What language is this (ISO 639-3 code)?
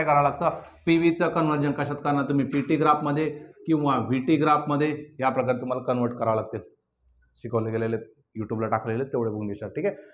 mar